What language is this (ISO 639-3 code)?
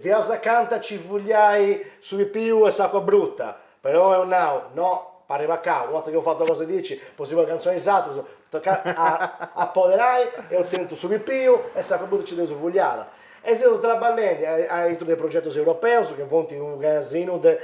srd